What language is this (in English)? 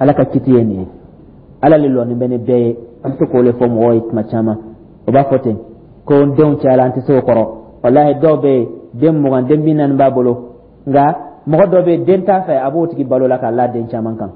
Dyula